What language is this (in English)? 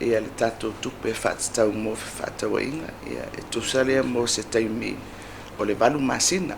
Samoan